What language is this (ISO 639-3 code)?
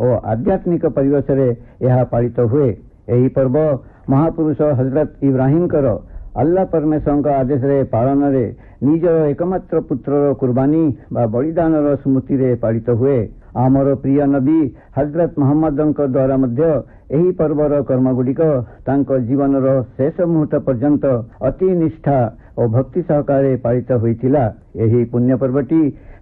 ori